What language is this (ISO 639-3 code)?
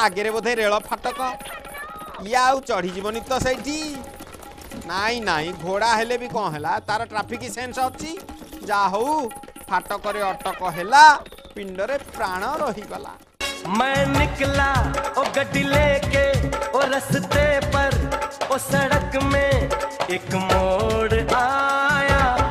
ori